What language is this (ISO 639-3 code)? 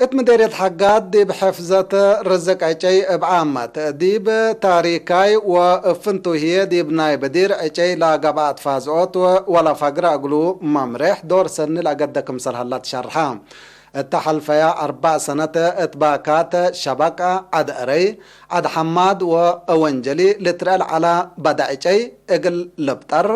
tig